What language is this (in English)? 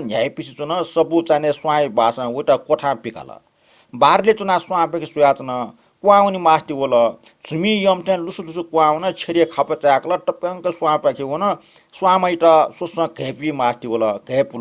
Newari